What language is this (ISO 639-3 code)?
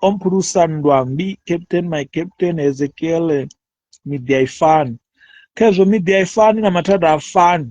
ven